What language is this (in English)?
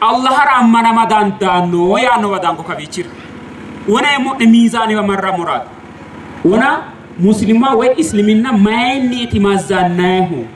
Sidamo